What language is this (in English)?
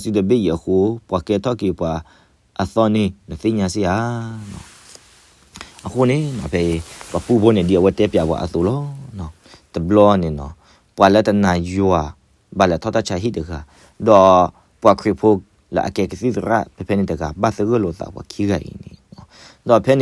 S'gaw Karen